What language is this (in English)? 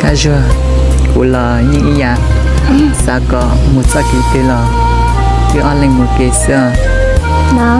Hmong